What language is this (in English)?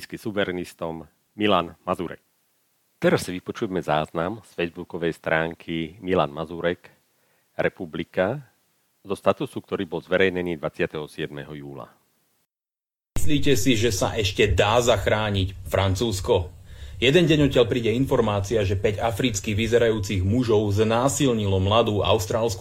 Slovak